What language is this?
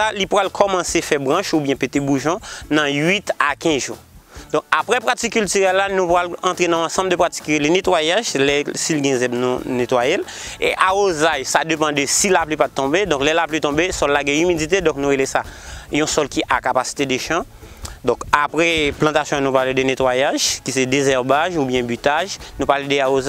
Haitian Creole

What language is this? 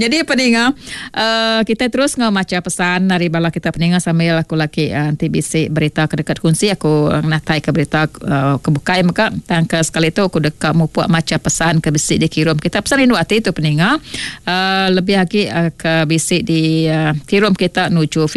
Iban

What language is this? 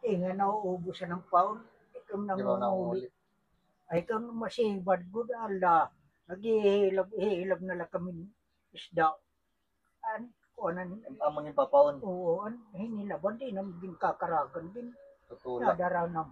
Waray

